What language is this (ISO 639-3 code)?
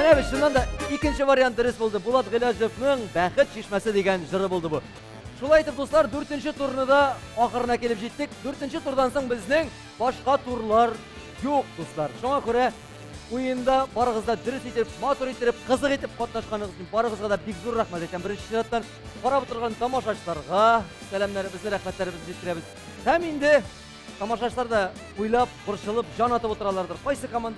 tat